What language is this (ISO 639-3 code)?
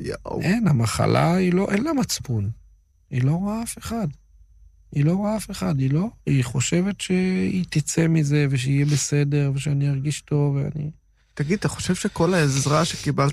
heb